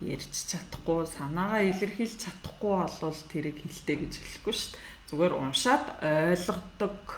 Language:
Mongolian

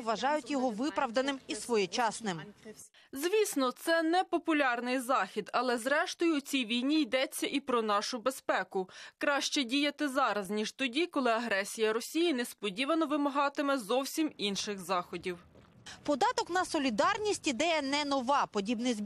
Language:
Ukrainian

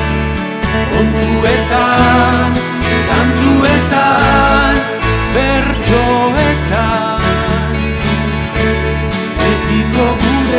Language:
Basque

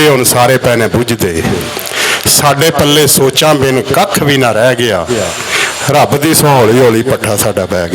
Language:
Western Panjabi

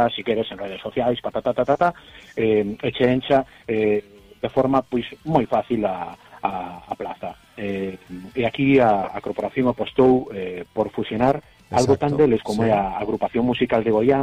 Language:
Galician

